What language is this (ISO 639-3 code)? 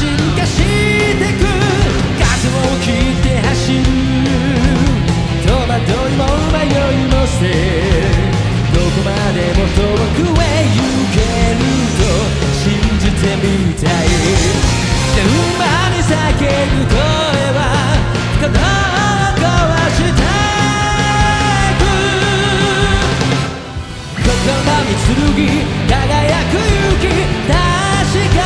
jpn